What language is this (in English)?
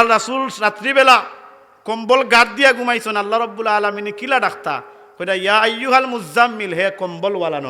Sylheti